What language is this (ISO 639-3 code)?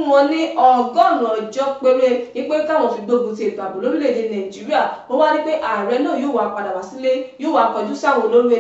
yor